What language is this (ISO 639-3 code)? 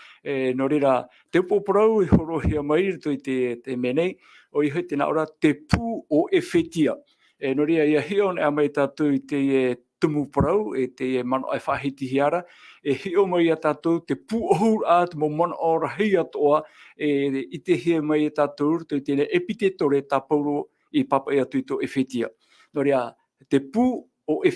tah